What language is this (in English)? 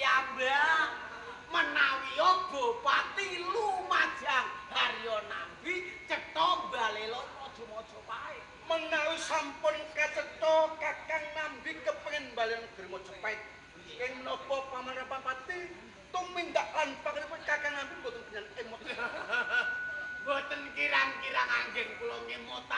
Javanese